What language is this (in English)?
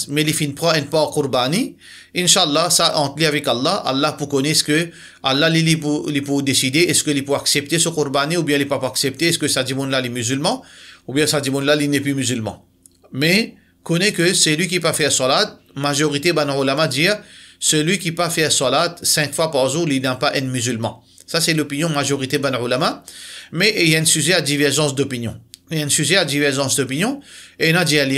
Morisyen